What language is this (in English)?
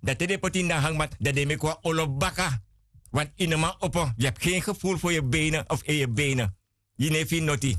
Sranan Tongo